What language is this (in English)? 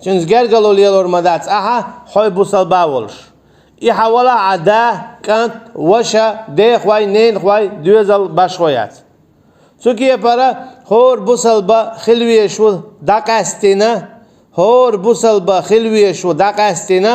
Chechen